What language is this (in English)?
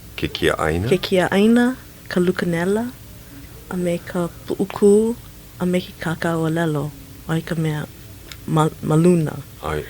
Hawaiian